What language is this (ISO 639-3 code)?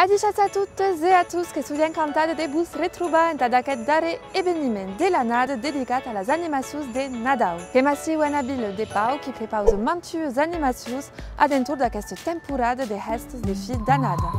oci